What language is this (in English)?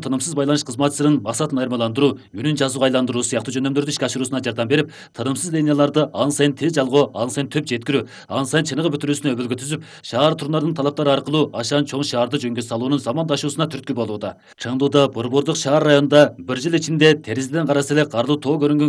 Kyrgyz